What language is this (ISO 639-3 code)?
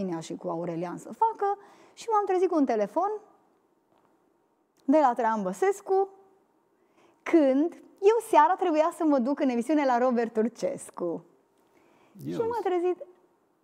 ron